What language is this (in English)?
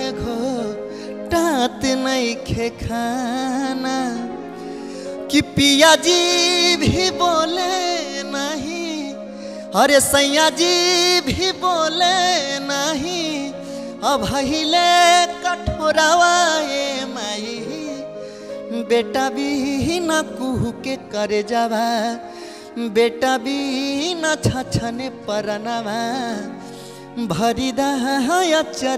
Bhojpuri